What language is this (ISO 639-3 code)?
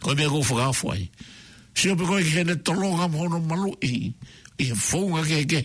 ton